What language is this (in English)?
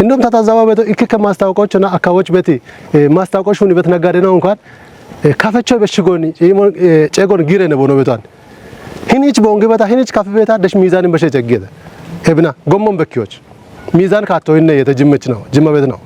Kafa